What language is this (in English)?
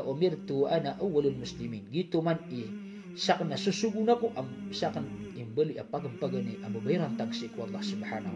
Maranao